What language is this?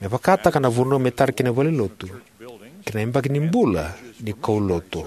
Fijian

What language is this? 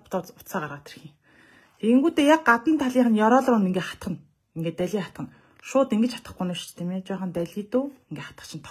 Mongolian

